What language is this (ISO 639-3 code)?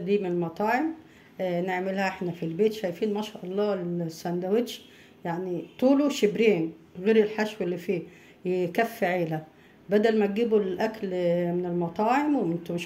arz